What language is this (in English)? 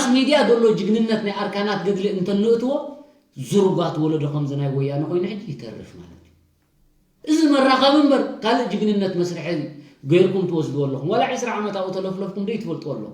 Tigrinya